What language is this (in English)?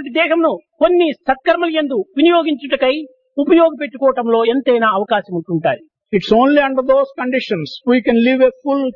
Telugu